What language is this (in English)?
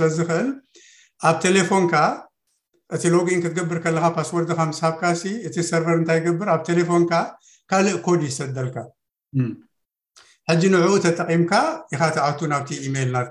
Tigrinya